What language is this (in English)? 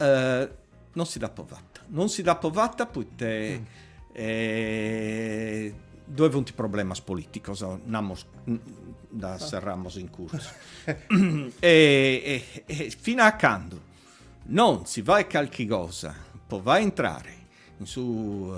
Sardinian